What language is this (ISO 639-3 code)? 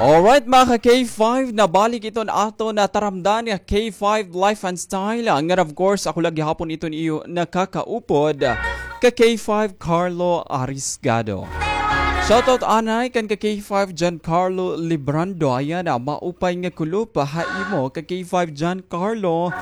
war